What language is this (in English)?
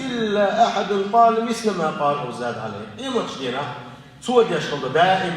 Chechen